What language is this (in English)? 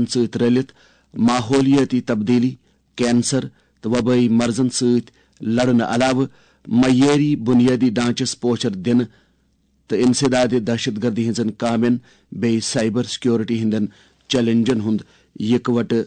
Kashmiri